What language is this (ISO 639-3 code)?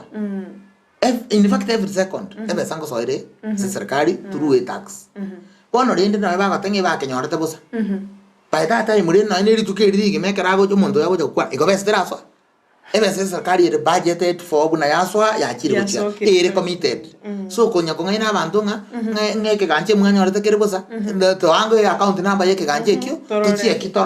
guz